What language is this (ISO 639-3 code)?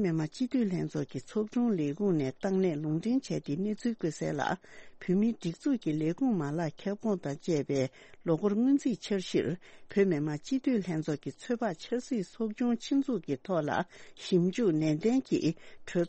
bod